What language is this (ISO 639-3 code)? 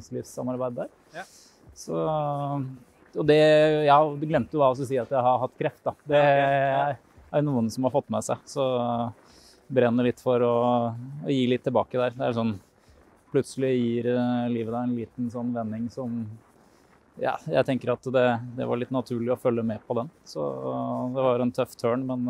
nor